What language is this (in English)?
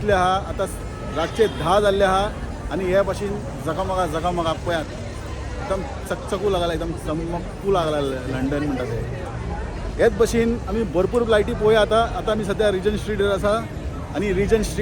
Konkani